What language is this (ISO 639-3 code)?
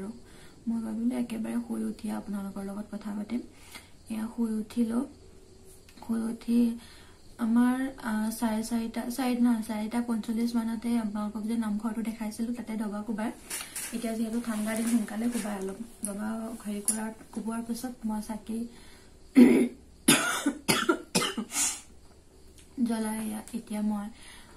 asm